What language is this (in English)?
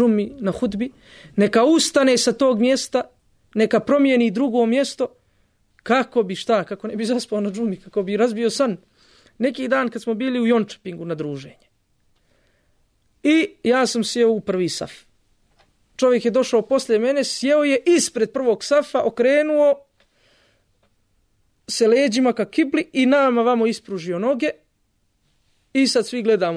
Bosnian